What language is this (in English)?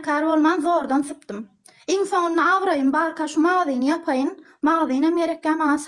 Turkmen